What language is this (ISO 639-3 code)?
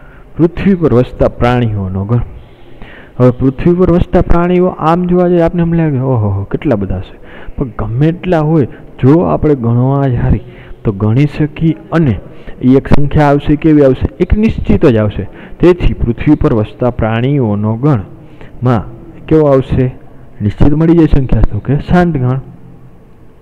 guj